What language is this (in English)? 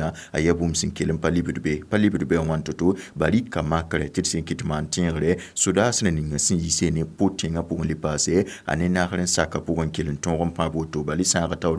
Mossi